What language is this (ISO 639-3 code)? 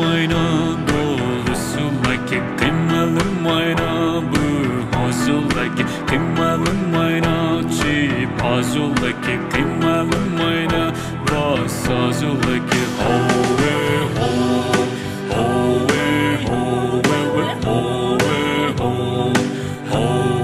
pmx